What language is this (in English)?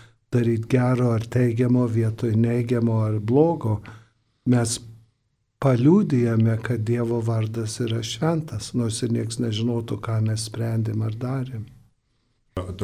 Lithuanian